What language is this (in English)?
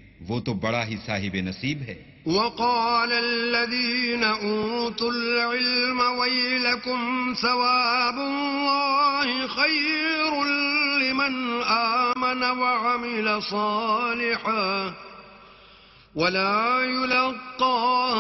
Urdu